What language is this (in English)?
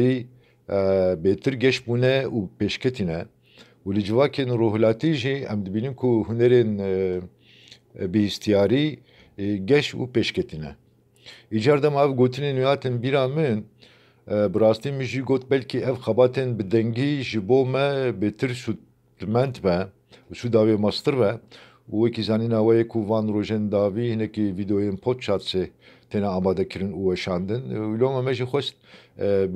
Kurdish